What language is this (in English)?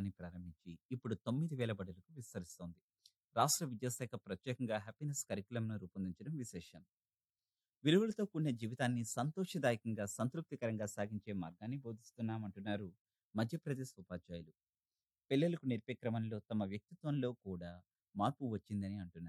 Telugu